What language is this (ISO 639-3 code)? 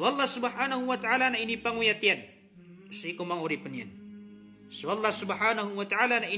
mrw